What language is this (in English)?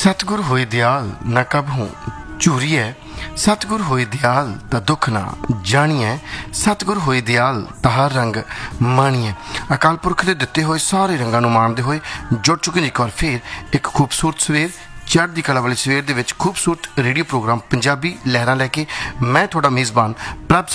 Punjabi